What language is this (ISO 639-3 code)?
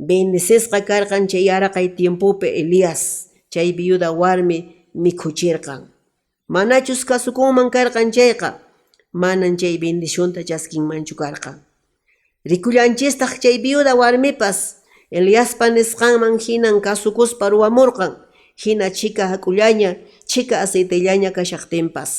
que